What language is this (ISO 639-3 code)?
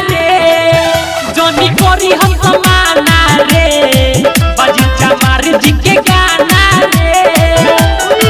bho